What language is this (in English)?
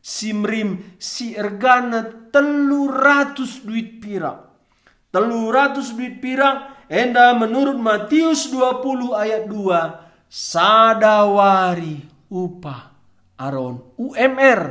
Batak Karo